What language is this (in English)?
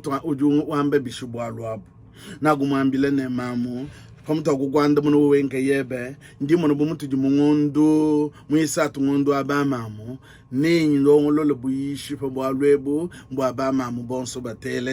Luba-Lulua